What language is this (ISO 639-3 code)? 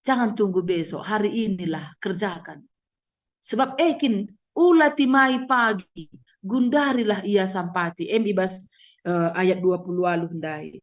btx